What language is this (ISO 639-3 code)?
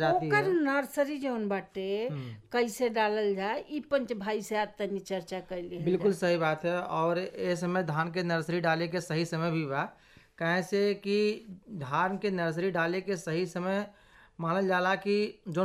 bho